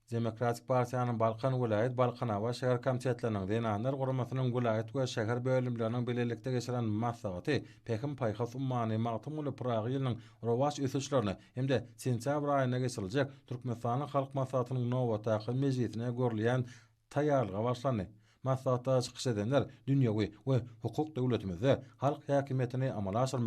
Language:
Turkmen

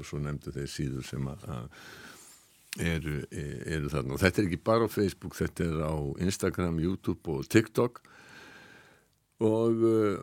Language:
Icelandic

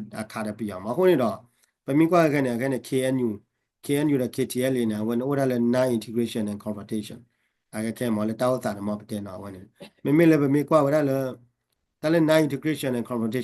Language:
S'gaw Karen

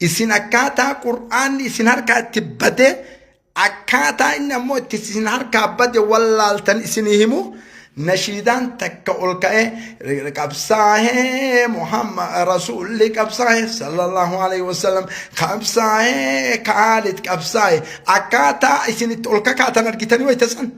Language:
Oromo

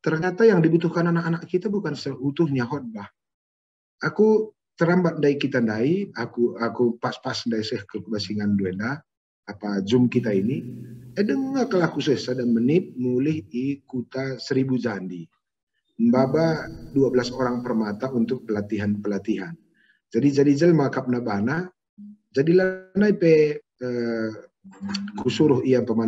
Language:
Batak Karo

